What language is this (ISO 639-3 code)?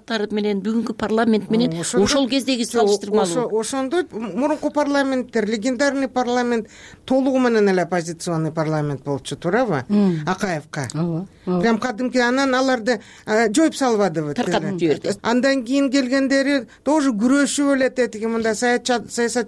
kir